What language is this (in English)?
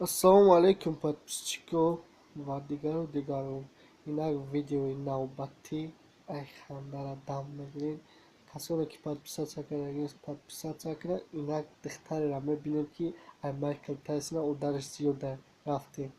Tajik